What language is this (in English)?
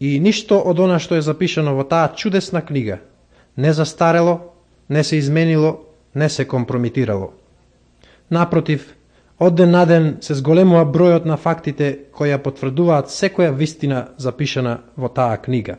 Macedonian